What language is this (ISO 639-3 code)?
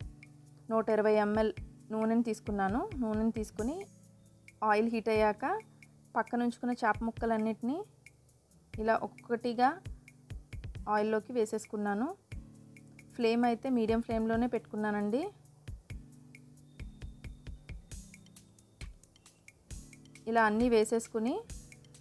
tel